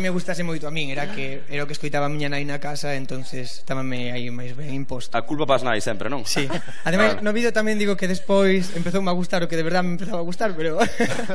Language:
Galician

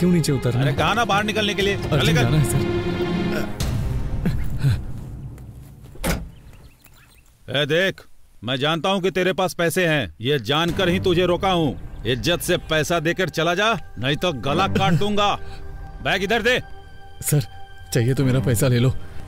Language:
Hindi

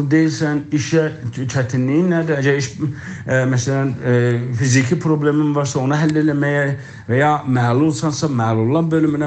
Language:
South Azerbaijani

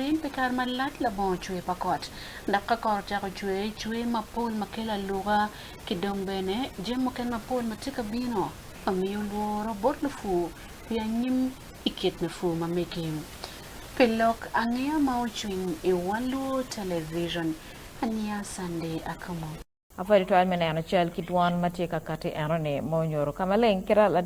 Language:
Acoli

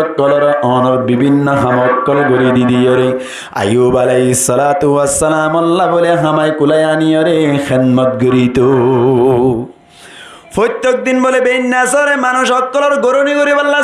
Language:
Rohingya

